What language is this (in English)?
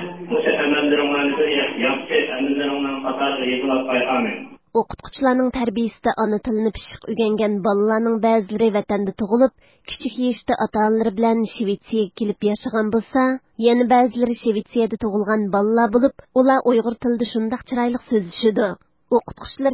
Uyghur